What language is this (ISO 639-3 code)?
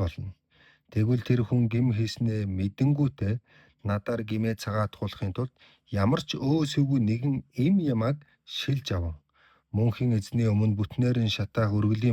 mon